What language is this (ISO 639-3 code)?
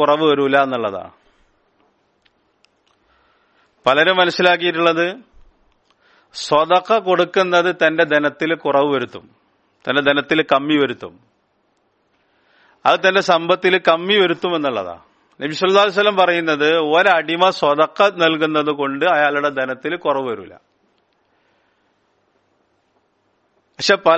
mal